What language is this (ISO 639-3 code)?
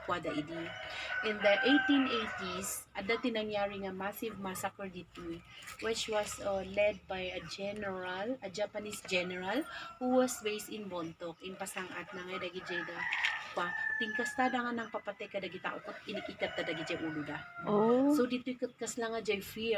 ilo